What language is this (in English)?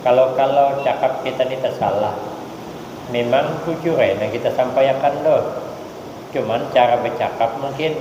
Banjar